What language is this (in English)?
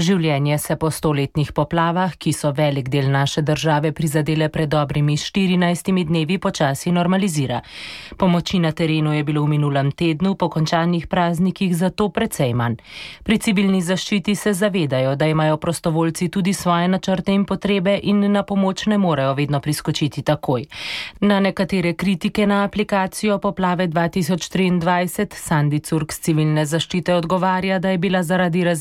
Slovenian